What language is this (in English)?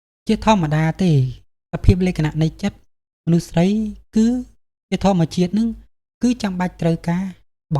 Khmer